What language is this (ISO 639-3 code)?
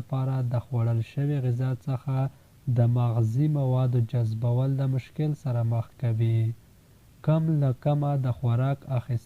pus